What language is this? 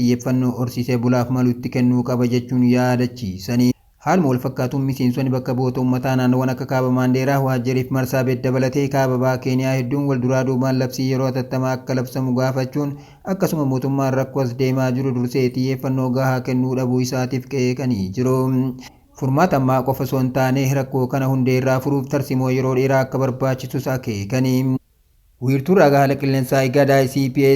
Oromo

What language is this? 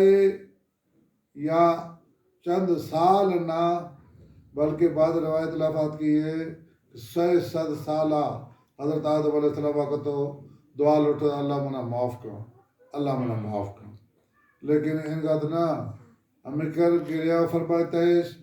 Baluchi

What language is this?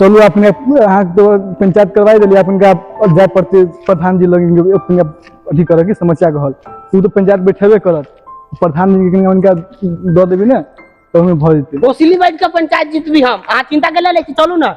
Maithili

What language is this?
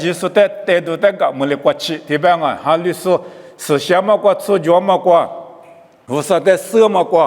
Lisu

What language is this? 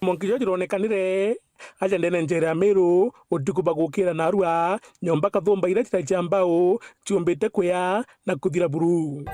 Meru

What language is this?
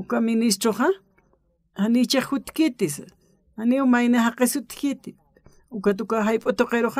Aymara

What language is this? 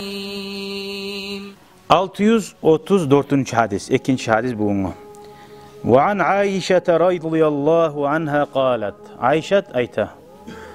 Kumyk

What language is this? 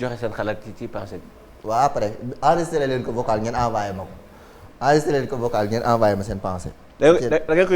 Wolof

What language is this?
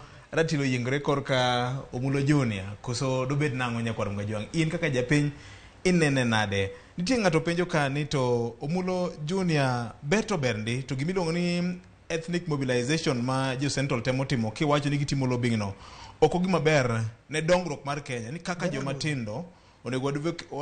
Luo (Kenya and Tanzania)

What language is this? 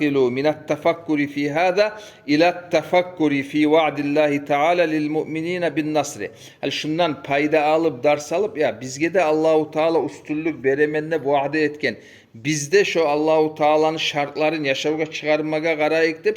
Kumyk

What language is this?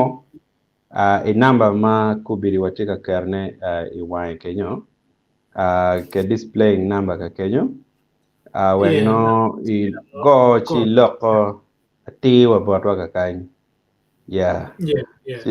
Acoli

